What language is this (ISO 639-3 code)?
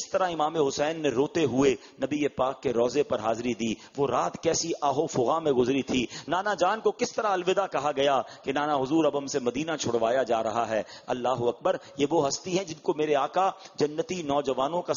urd